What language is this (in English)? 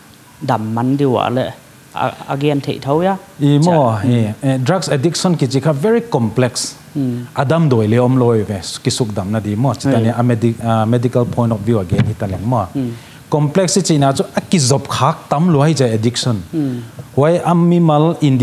Paite Chin